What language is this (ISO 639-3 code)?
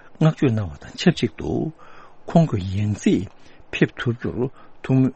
bod